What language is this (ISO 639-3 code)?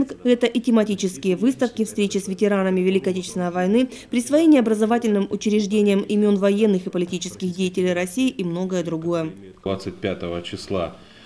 rus